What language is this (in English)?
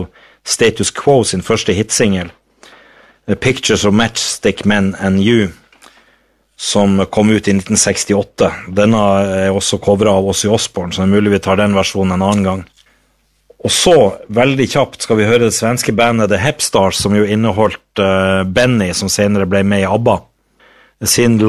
Norwegian